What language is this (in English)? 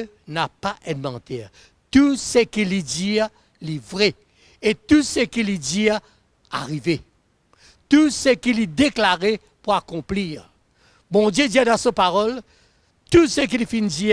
Morisyen